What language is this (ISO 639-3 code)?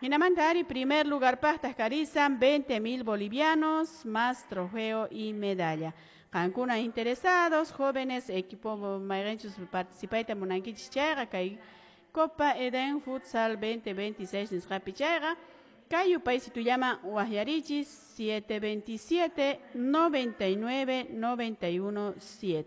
que